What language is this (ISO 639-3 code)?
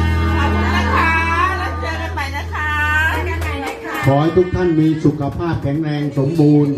lao